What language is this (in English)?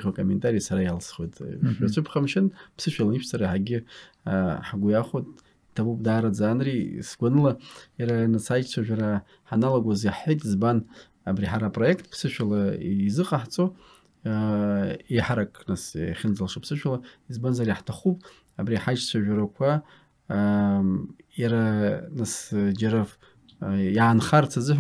Abkhazian